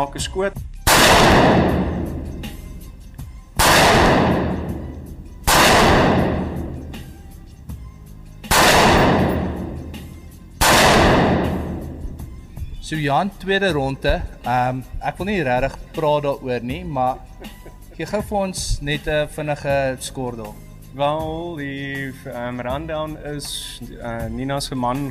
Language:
Afrikaans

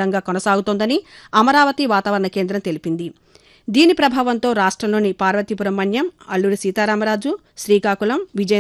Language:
Telugu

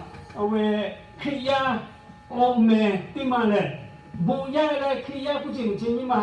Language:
Lahu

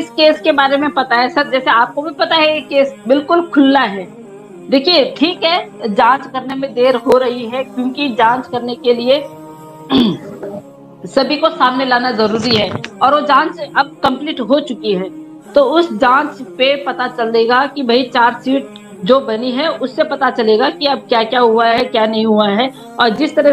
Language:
Hindi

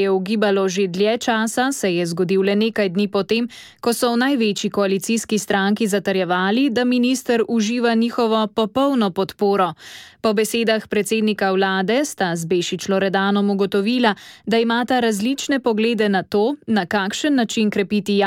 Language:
Slovenian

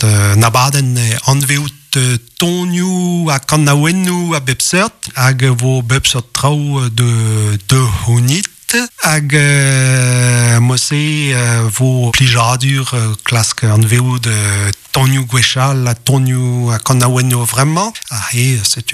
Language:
Breton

